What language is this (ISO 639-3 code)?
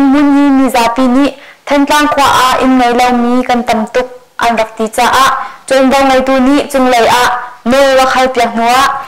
cnh